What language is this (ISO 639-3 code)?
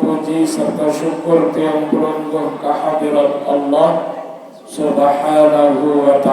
sas